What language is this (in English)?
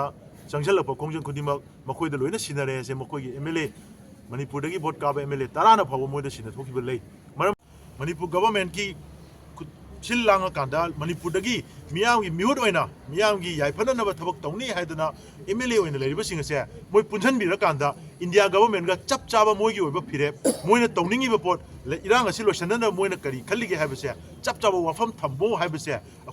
Manipuri